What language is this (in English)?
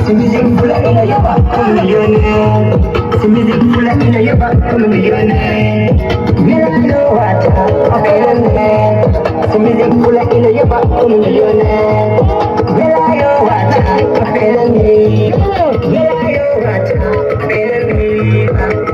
Fula